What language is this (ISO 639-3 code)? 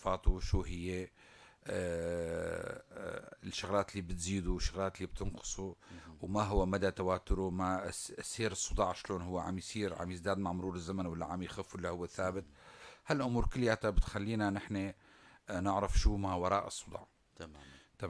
apc